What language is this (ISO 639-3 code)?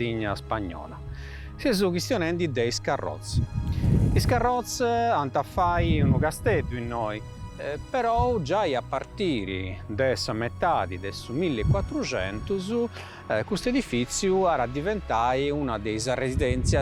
srd